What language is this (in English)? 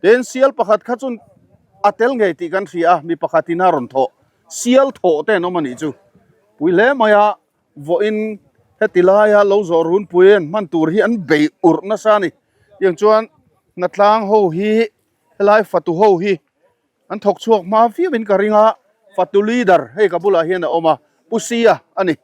Mizo